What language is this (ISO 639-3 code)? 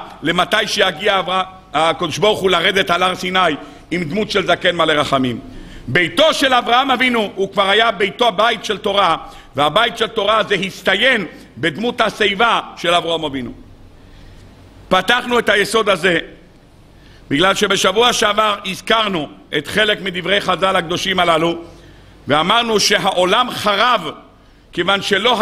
heb